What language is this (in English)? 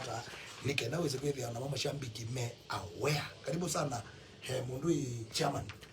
Kamba